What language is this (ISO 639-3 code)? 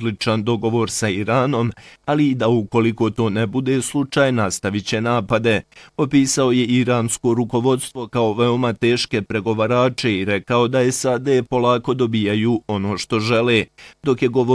bos